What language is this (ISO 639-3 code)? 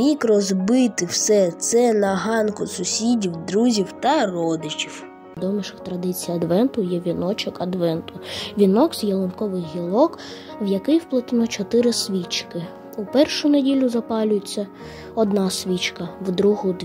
ukr